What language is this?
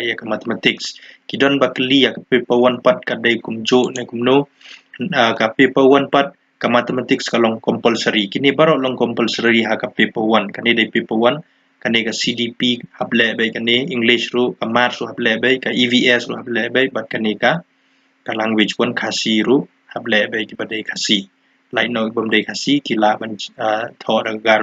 Khasi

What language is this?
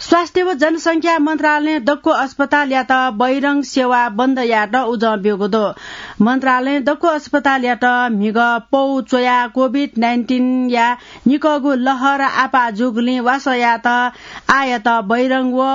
Newari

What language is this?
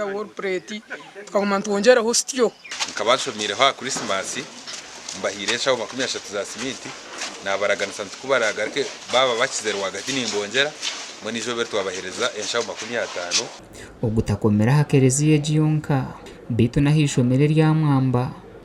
Nyankole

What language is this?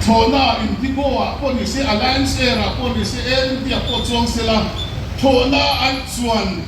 Mizo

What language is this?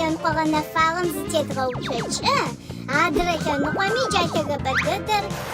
Adyghe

